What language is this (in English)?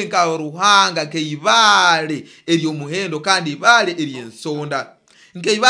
Nyoro